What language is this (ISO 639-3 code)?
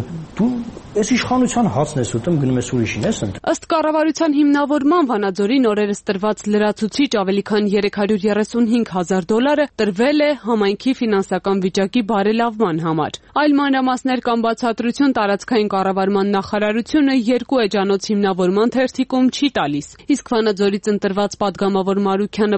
hye